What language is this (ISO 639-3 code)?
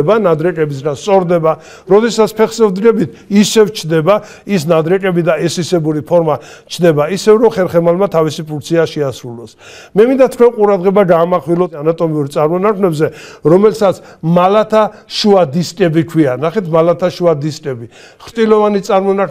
kat